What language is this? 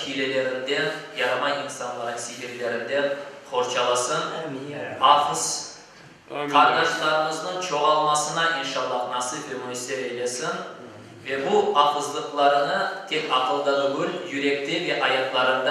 Crimean Tatar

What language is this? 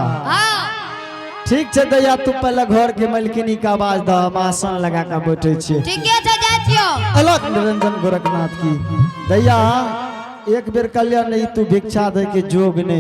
Angika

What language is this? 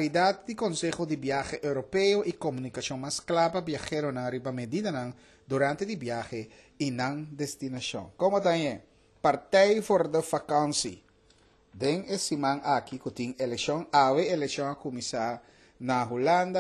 Papiamento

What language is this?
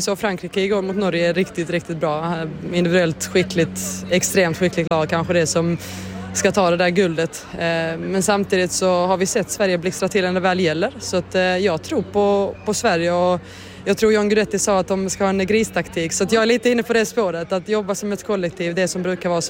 Swedish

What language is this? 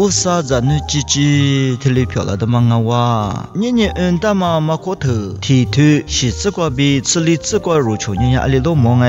Lisu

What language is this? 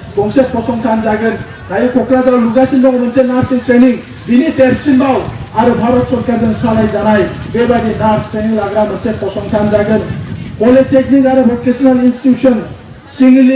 Bodo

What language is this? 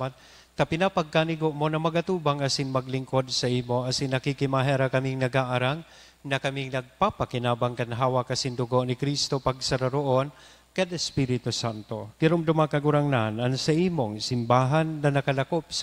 Bikol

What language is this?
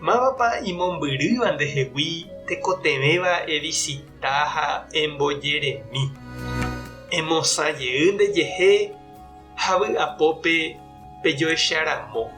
Guarani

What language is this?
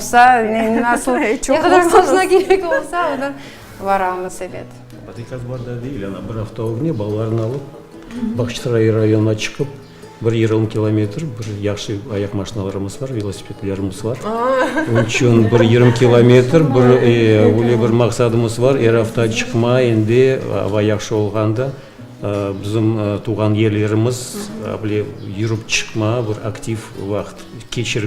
Crimean Tatar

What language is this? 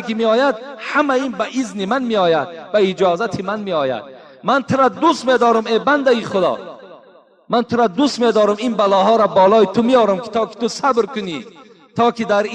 Tajik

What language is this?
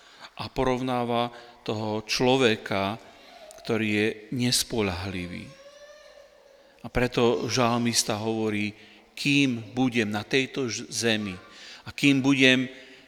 Slovak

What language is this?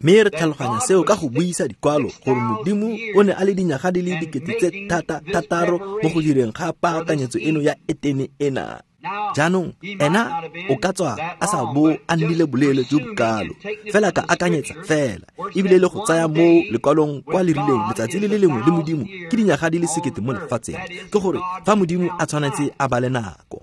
Tswana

